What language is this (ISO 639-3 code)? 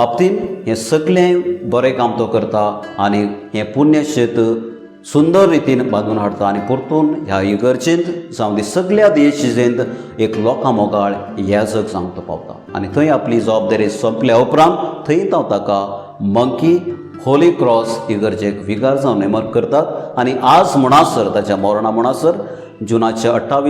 kok